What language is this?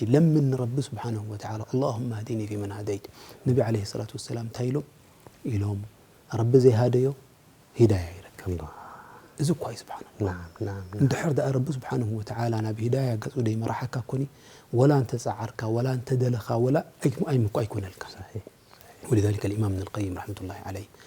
Tigrinya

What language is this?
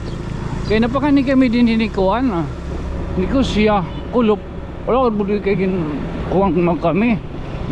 Waray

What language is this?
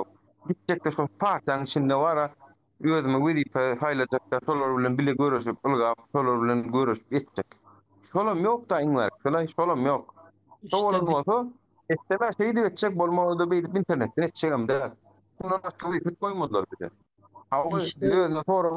Turkmen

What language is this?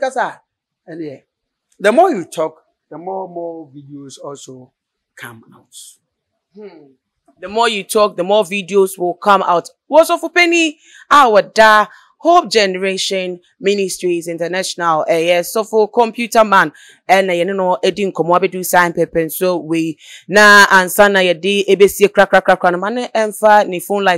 Akan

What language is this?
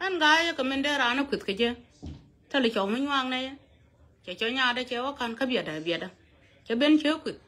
Nuer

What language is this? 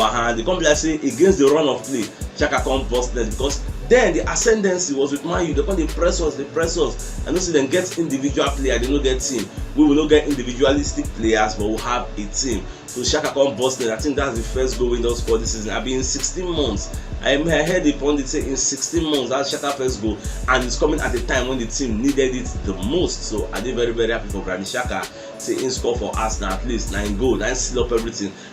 Nigerian Pidgin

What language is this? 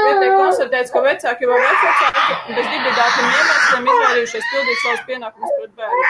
Latvian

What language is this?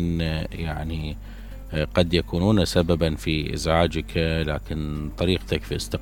Mesopotamian Arabic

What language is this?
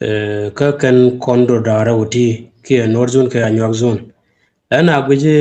Nuer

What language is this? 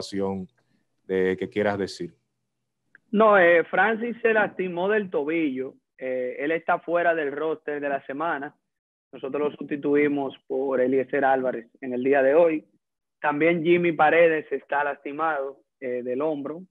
Spanish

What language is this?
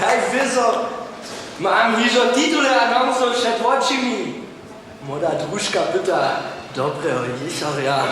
Upper Sorbian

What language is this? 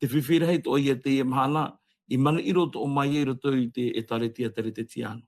Tahitian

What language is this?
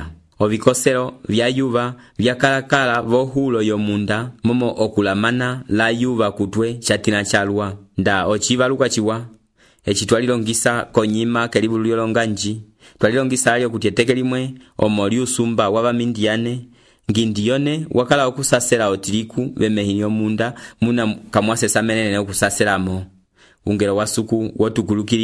Umbundu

